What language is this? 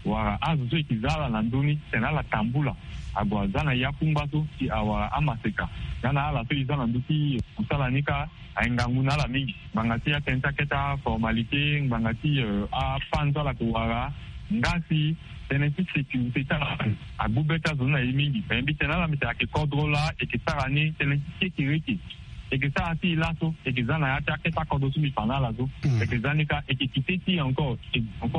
Sango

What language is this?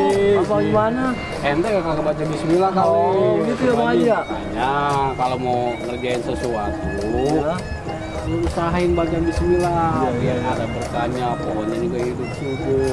Betawi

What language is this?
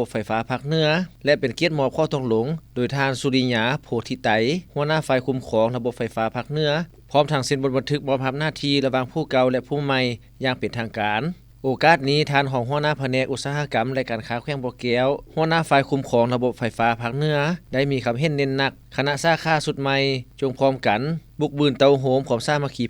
Lao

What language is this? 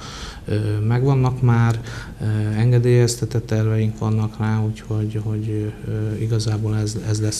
Hungarian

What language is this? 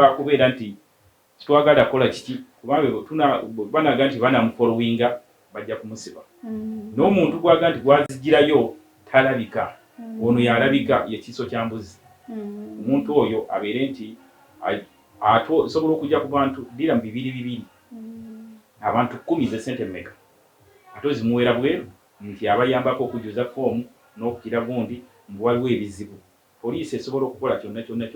Ganda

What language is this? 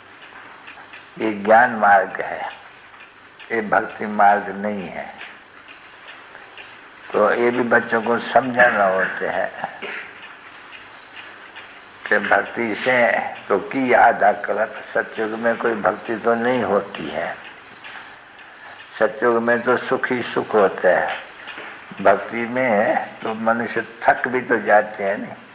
Hindi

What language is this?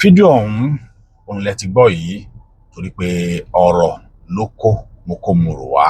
Yoruba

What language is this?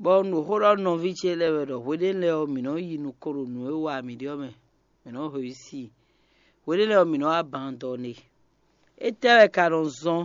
Fon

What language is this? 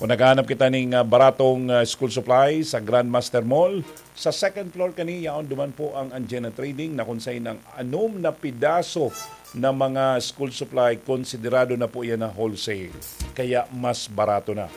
Bikol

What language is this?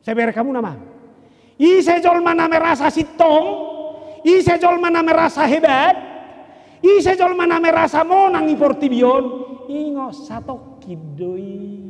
Batak Toba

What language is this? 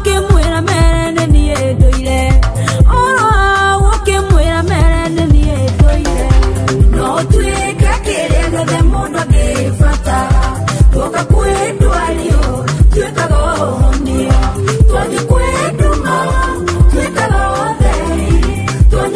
Kikuyu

